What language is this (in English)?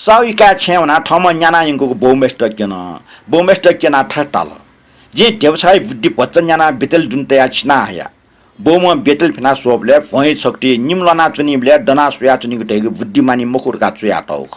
Newari